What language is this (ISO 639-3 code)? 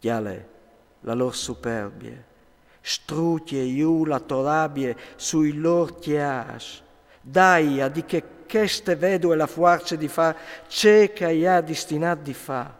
fur